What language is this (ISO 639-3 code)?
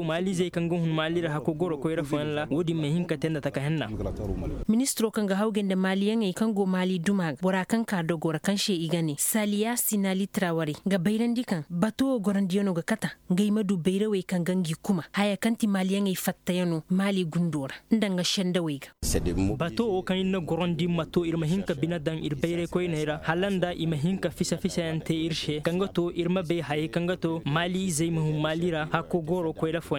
ses